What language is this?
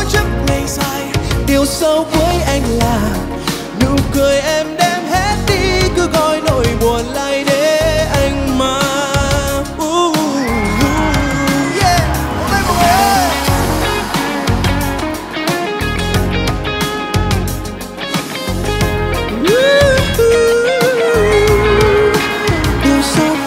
Vietnamese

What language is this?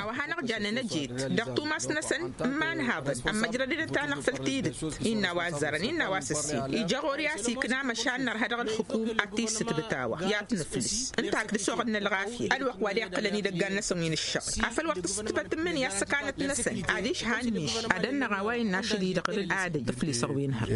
Tamasheq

